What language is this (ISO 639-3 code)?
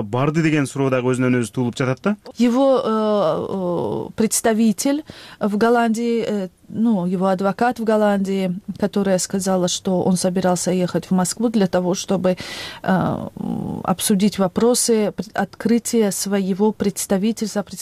kir